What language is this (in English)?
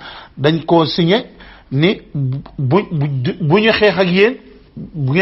Wolof